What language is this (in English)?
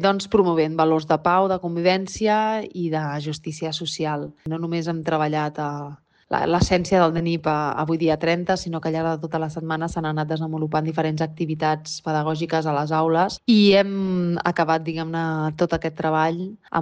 Catalan